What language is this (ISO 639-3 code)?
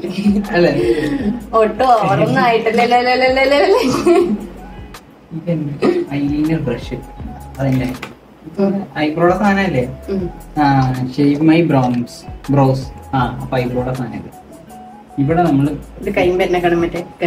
mal